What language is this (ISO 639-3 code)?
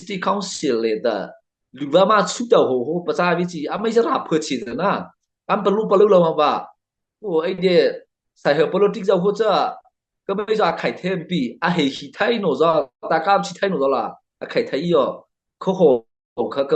mrh